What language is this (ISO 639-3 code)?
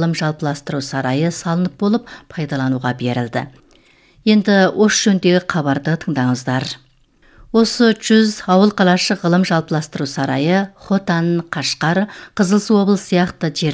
kaz